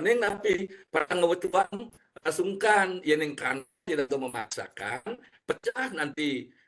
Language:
Balinese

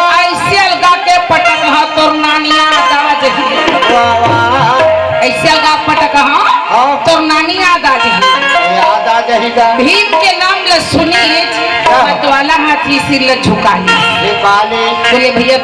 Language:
Chhattisgarhi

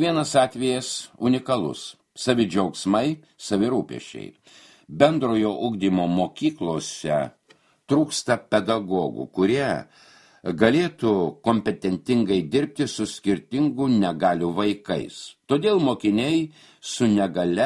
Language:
Lithuanian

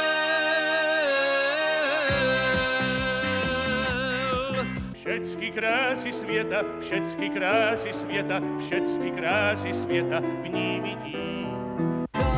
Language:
Czech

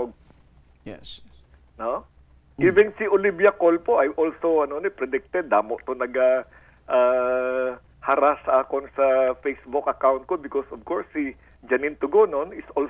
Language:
Hiligaynon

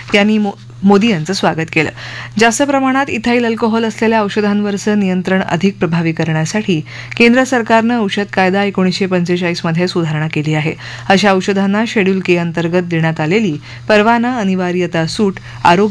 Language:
Marathi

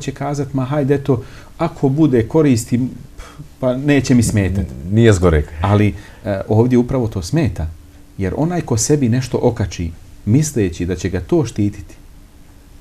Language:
Bosnian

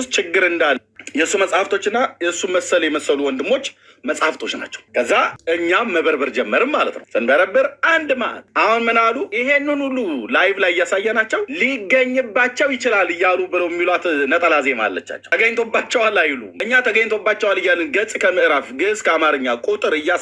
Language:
Amharic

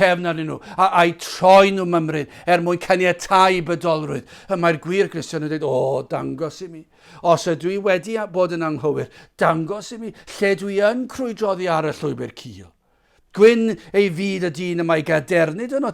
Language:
Welsh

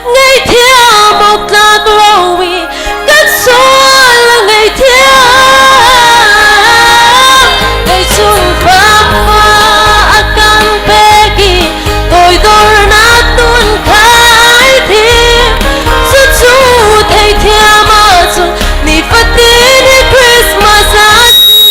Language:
Hakha Chin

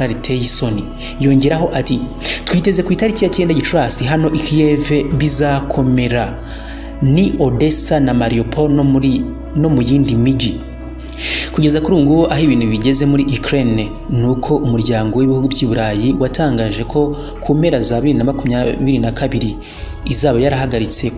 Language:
Kinyarwanda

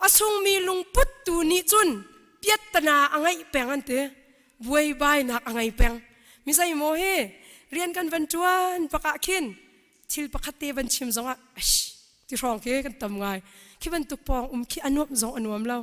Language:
Hakha Chin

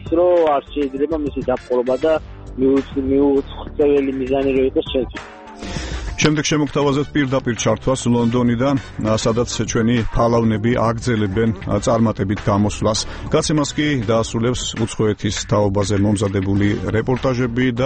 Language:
Georgian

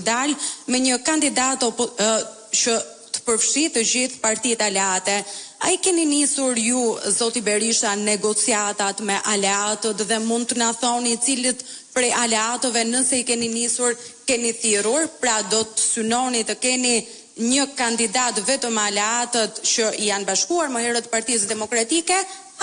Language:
Albanian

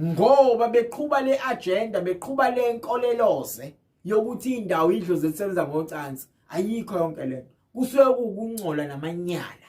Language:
Zulu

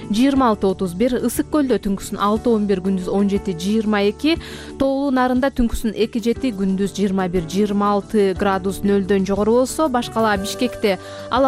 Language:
Kyrgyz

